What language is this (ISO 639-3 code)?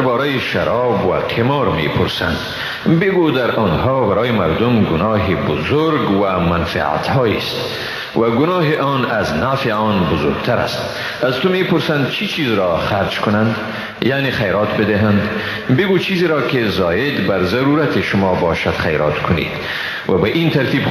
fas